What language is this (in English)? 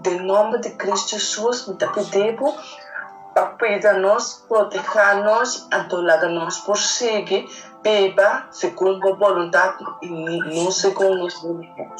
Papiamento